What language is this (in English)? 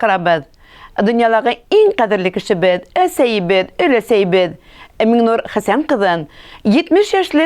Bashkir